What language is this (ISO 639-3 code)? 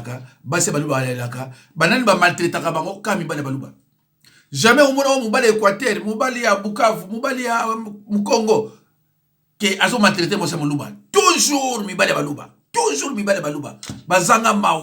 lin